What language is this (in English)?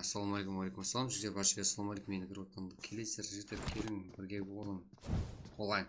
Kara-Kalpak